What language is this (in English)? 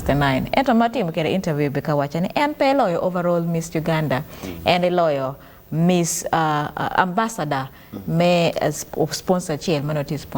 Acoli